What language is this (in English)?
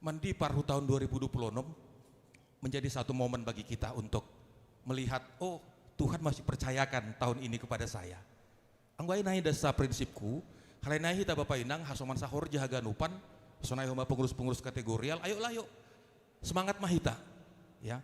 Batak Simalungun